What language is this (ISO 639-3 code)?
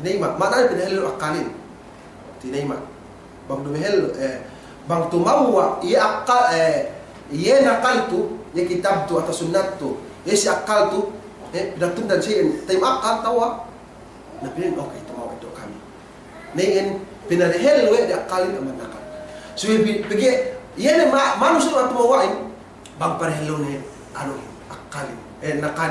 yka